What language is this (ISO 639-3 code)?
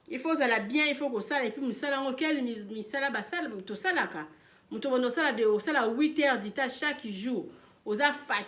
lin